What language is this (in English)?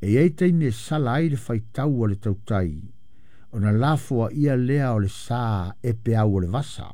Samoan